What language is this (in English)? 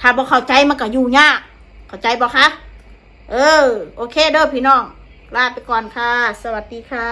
Northeastern Thai